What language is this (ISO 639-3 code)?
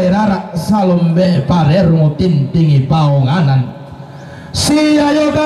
sda